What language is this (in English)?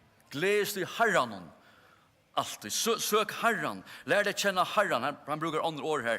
Faroese